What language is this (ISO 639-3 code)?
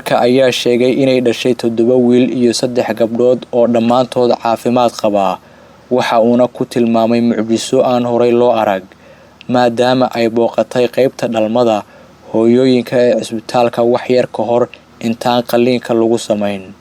som